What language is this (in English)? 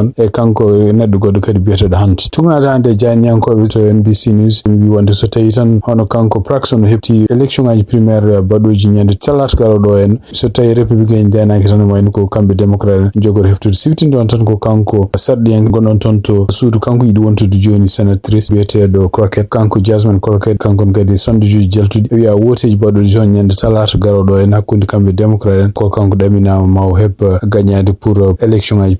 Fula